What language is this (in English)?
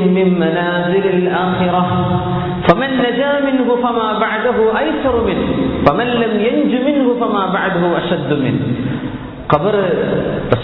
Malayalam